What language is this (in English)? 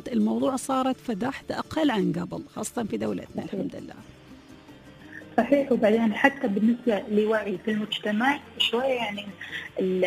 Gulf Arabic